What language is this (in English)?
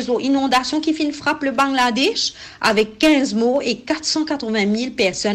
Morisyen